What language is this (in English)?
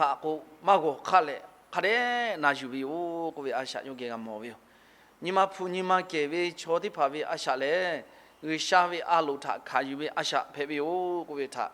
Lahu